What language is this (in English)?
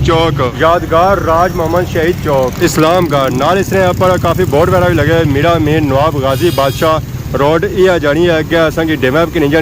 Pahari-Potwari